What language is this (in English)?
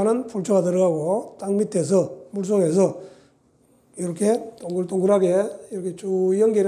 Korean